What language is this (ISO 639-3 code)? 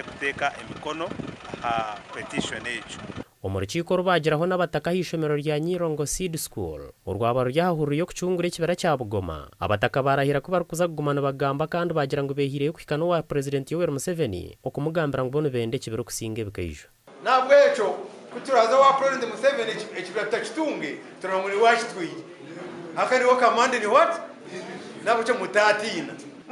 nyn